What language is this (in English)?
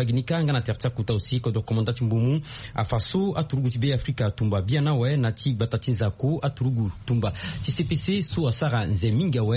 Sango